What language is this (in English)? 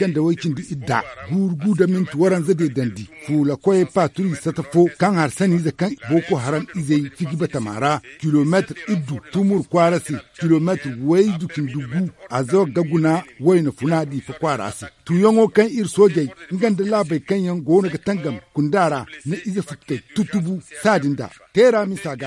Zarma